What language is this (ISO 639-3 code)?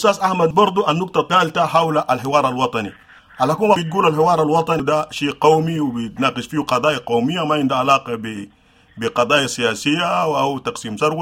apd